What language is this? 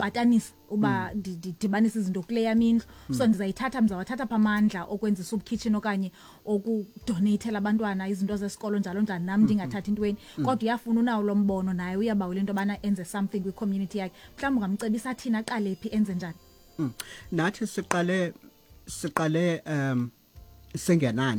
Xhosa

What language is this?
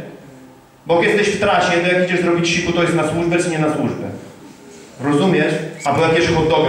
Polish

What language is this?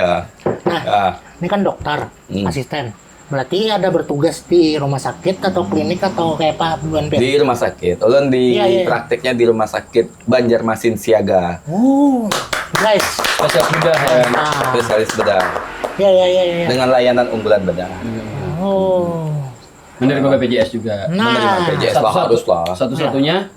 Banjar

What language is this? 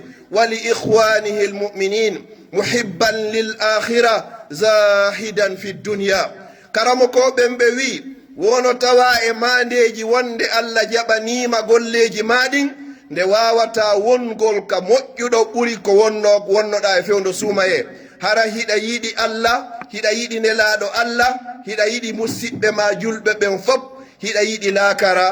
Pular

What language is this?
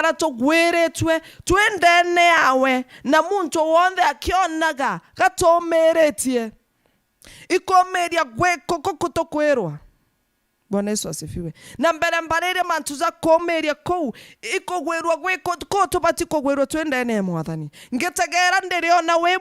Meru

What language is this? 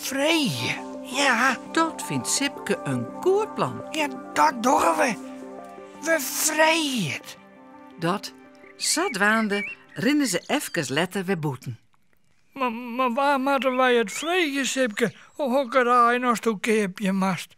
Western Frisian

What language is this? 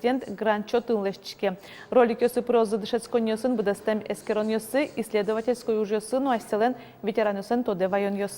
Udmurt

